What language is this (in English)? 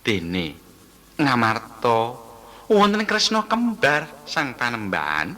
Javanese